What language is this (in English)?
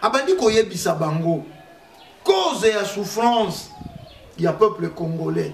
Lingala